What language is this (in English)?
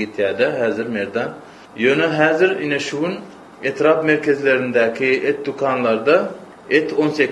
Turkmen